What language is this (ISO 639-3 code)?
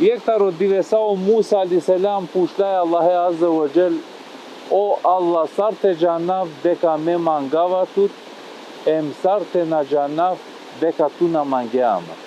rmn